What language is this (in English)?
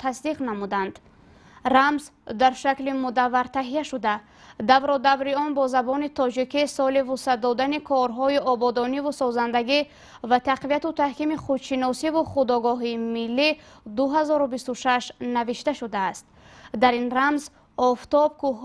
Tajik